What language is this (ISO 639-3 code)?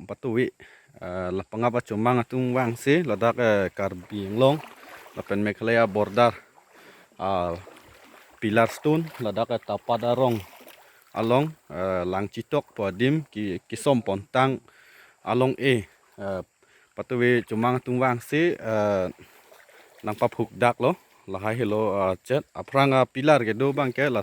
mjw